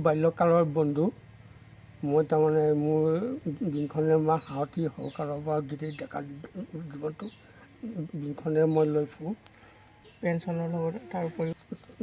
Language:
Assamese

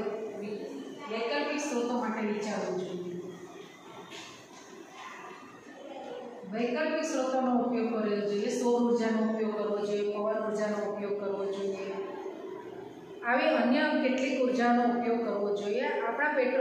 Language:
Gujarati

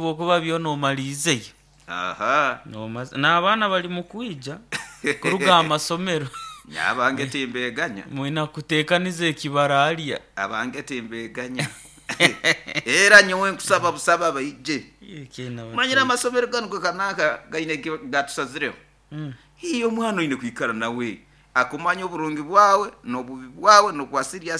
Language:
Nyoro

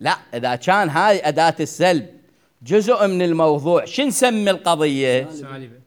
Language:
Mesopotamian Arabic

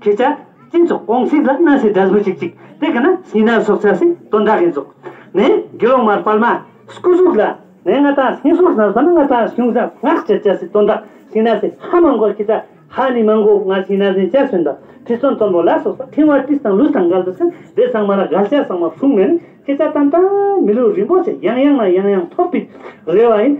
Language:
Ladakhi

